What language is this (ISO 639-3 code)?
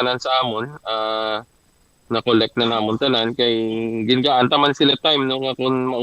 hil